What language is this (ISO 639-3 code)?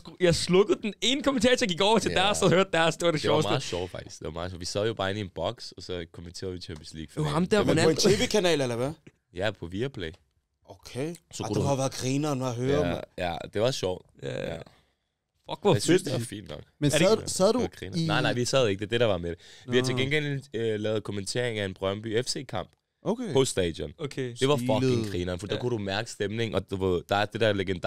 dan